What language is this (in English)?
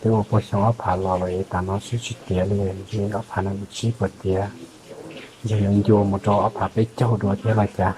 Hmong